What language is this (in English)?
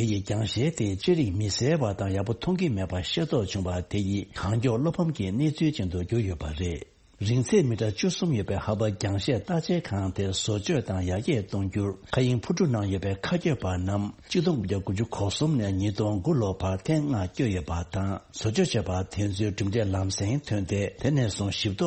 Tibetan